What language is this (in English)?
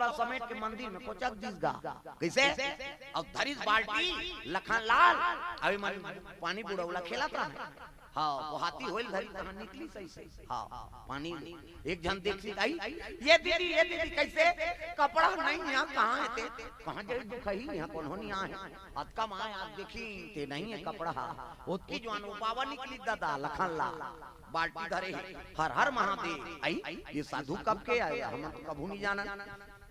Chhattisgarhi